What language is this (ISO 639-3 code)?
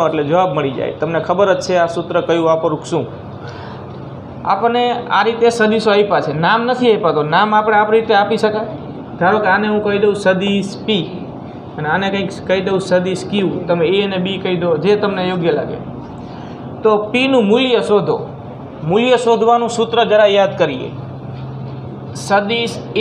guj